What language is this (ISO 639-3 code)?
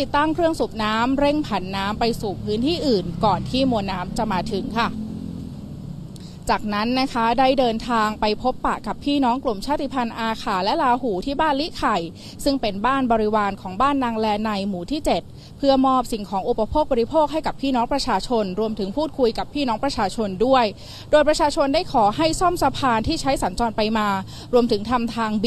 tha